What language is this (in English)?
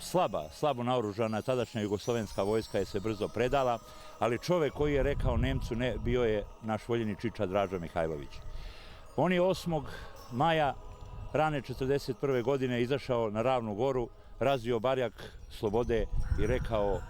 Bosnian